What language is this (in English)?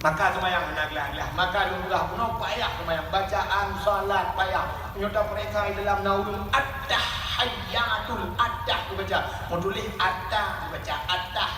Achinese